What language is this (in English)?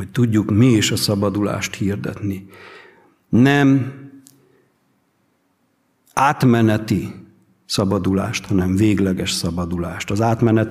Hungarian